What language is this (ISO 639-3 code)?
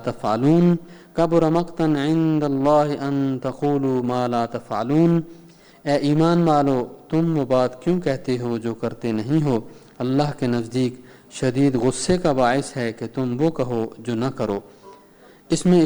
urd